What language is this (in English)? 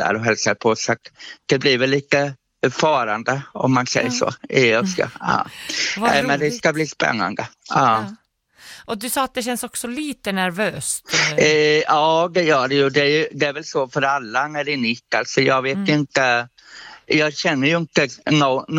Swedish